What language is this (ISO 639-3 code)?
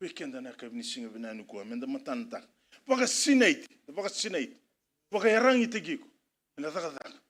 fij